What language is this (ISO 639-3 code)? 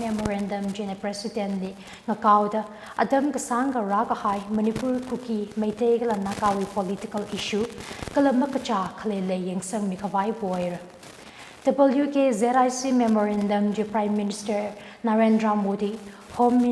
nmf